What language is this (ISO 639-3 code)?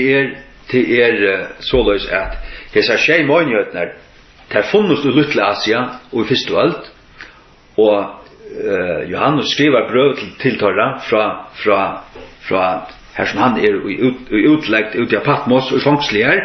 fao